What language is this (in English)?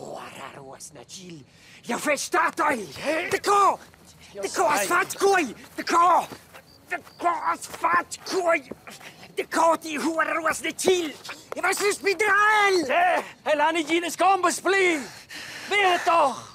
Romansh